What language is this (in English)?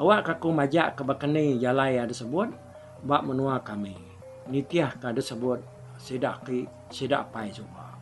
Iban